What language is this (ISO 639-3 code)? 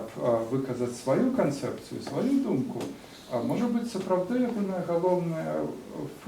bel